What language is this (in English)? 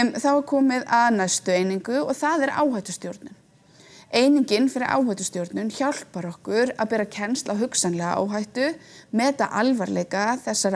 Icelandic